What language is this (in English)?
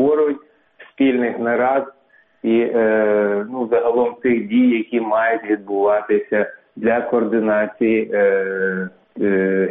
Ukrainian